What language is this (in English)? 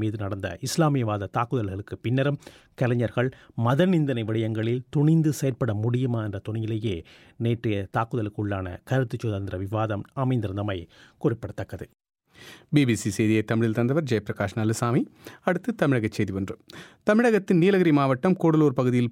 Tamil